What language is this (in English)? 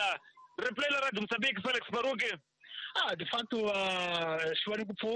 Tsonga